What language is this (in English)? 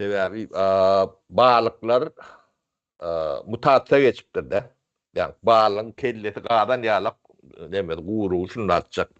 Turkmen